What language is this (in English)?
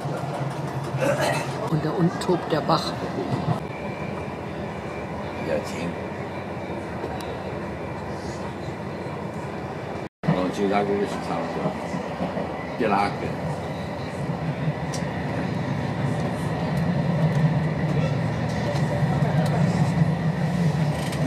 German